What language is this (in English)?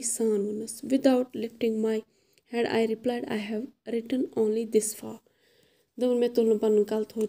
Kashmiri